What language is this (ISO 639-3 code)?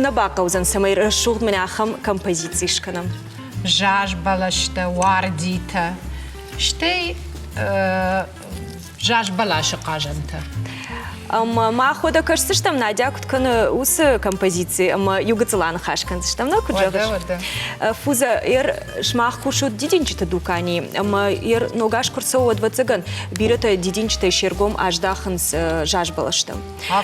oss